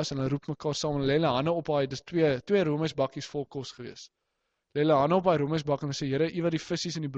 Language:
Afrikaans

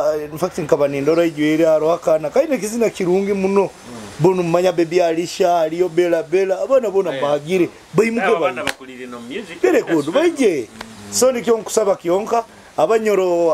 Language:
Nyoro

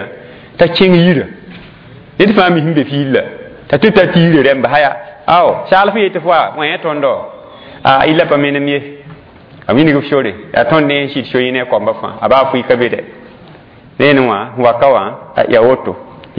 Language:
Mossi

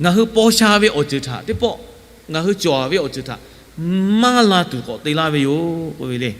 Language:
Lahu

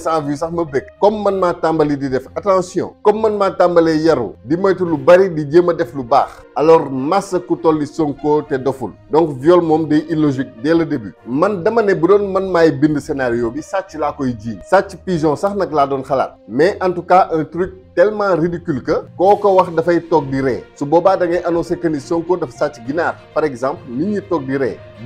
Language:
Wolof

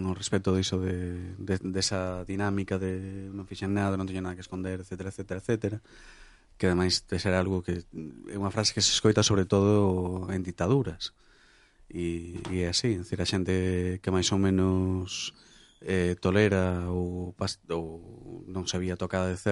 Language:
Galician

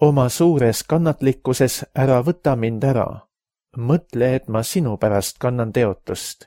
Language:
Estonian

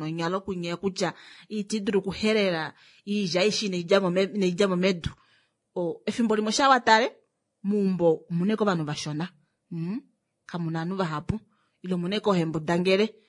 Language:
Kuanyama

